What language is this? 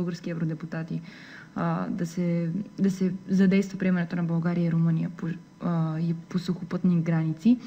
Bulgarian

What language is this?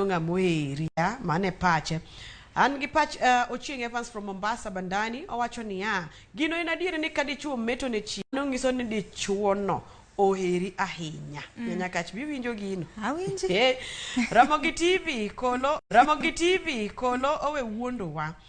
Luo (Kenya and Tanzania)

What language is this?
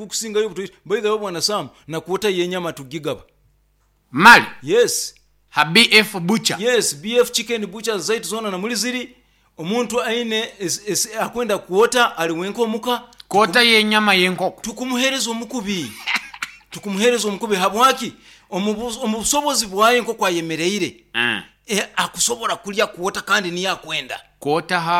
Nyoro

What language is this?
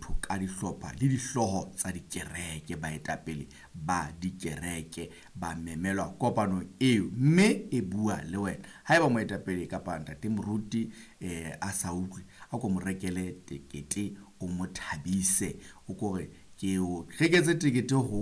Southern Sotho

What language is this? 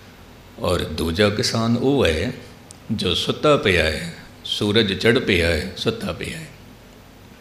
Punjabi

